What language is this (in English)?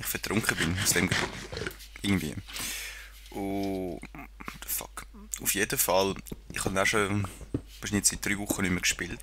Swiss German